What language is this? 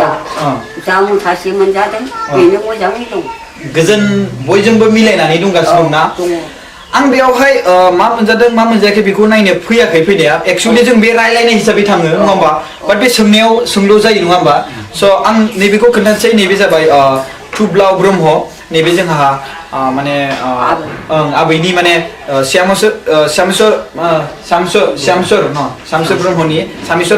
Bodo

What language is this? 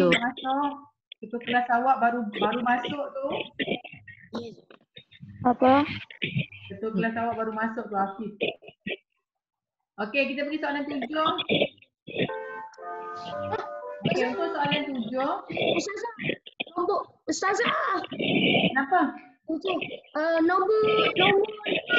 Malay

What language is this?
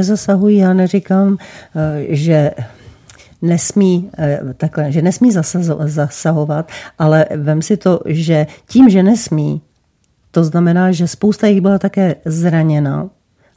Czech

